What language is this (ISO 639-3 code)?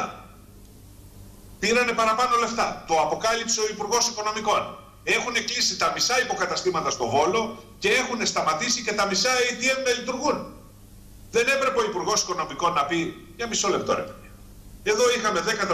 ell